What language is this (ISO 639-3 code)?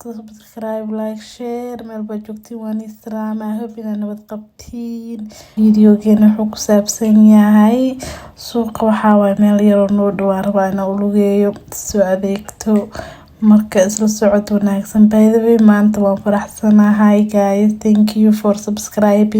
som